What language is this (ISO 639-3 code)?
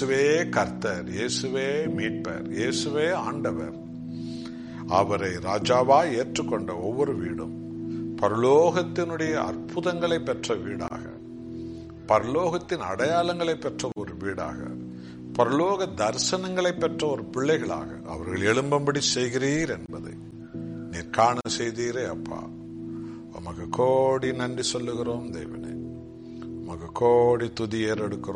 tam